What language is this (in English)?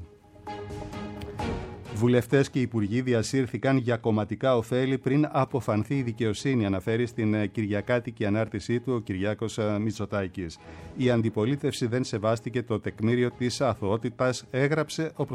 Greek